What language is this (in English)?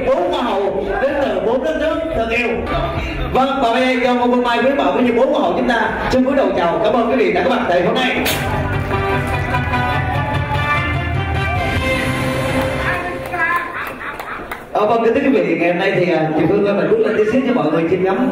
Vietnamese